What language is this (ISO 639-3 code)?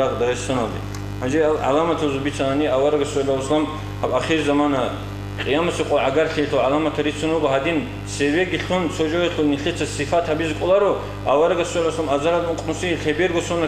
ava